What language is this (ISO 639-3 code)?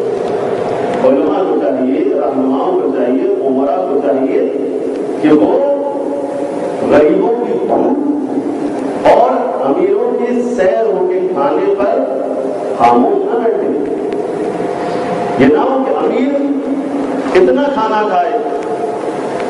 urd